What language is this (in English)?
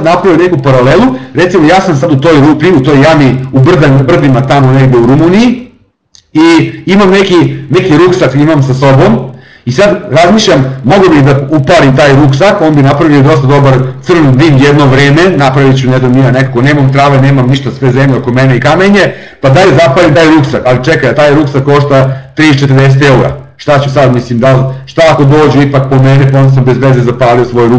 Serbian